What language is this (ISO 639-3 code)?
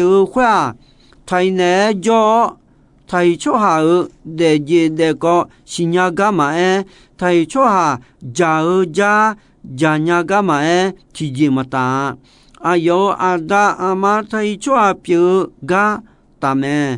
ahk